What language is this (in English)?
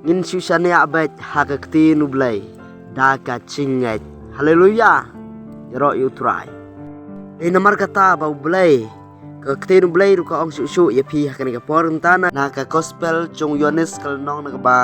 Khasi